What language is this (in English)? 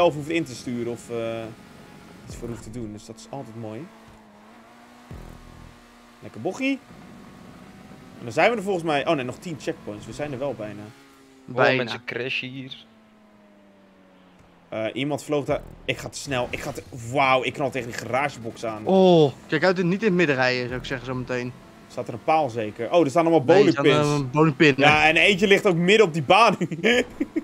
Dutch